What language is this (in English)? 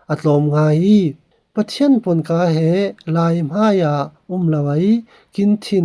Falam Chin